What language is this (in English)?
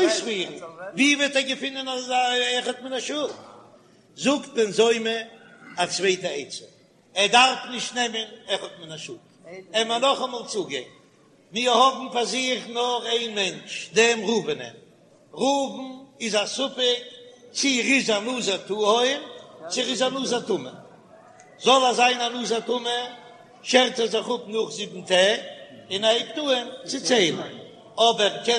Yiddish